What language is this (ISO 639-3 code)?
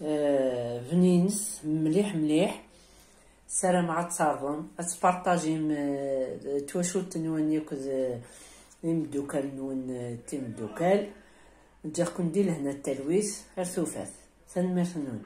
kab